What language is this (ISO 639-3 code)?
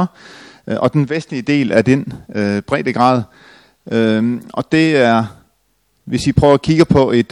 dan